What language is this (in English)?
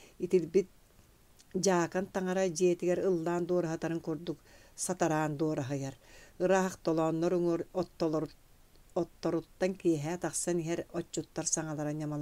Yakut